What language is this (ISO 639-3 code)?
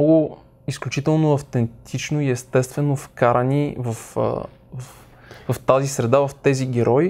bul